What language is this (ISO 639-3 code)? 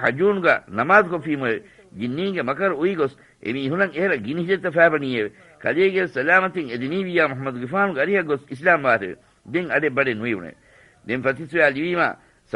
div